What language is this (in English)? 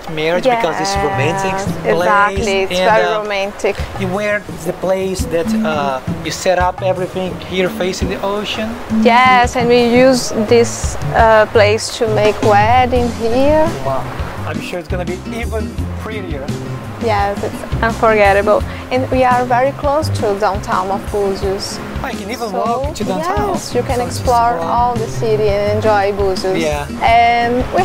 English